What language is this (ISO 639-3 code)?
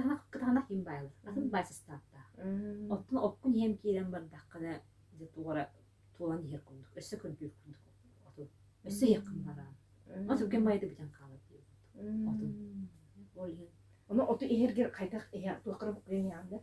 sah